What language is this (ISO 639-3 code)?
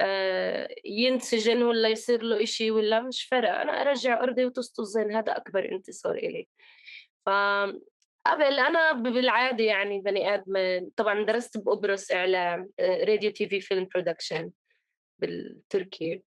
apc